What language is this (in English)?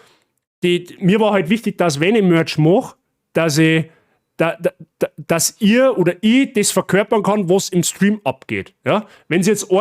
Bavarian